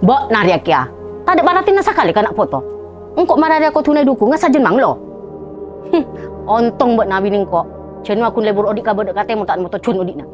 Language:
Madurese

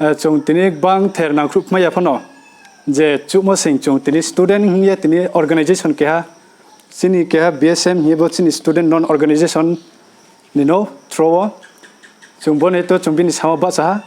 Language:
Riang (India)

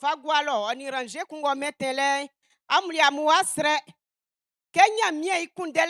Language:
Baoulé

